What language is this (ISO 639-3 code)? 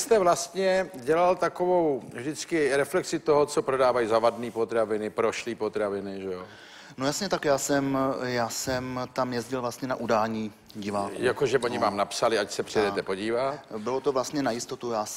ces